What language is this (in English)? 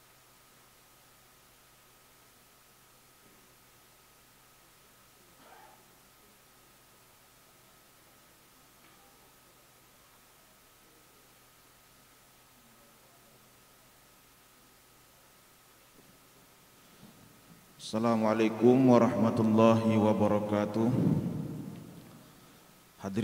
Indonesian